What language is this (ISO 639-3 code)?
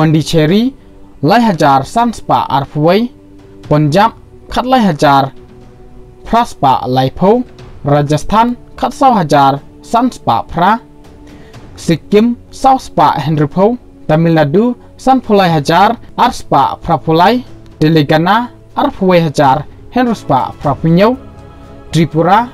kha